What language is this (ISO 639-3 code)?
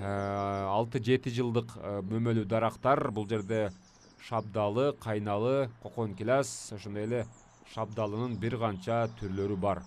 kir